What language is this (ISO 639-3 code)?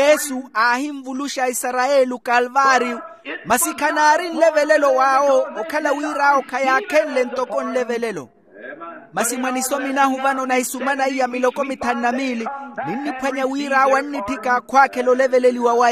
vmw